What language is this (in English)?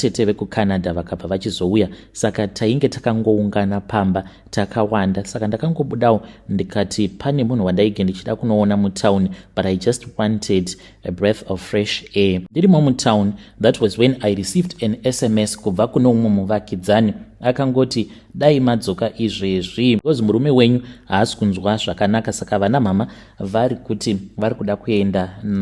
Shona